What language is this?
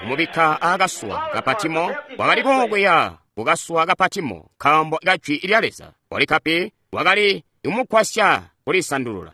Tonga (Zambia)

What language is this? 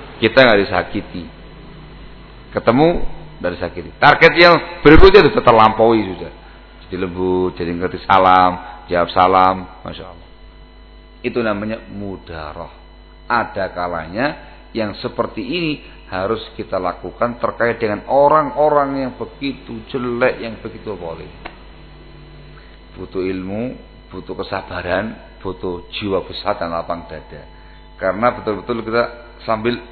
Indonesian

